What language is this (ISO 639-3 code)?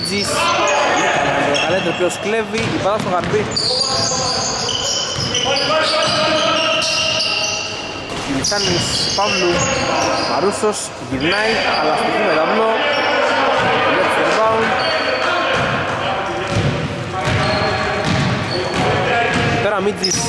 ell